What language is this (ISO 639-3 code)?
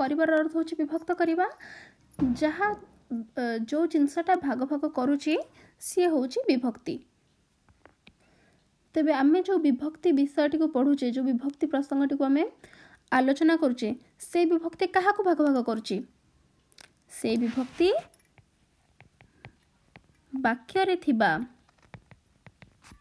ori